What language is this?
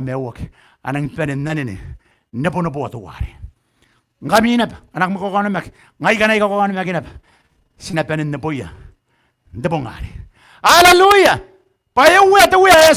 Gilbertese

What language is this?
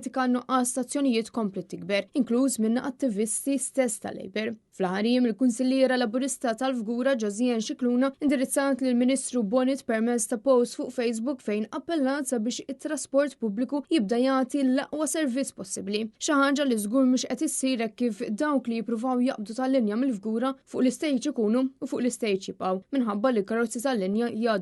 Maltese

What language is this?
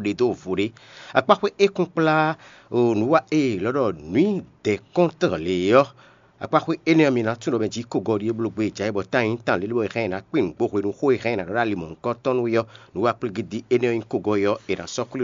Fon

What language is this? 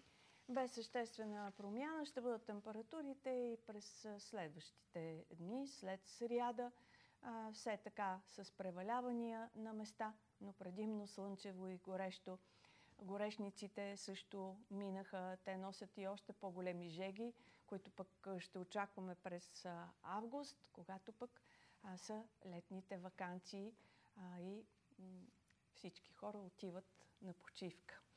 Bulgarian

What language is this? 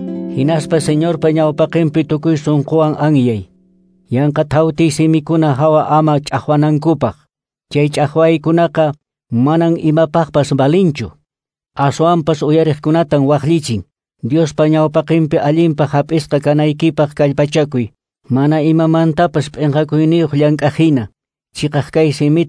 Quechua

